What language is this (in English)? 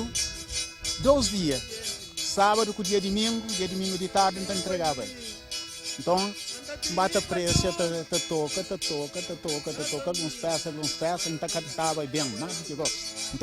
Kabuverdianu